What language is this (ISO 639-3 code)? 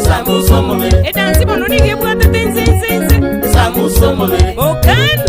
guz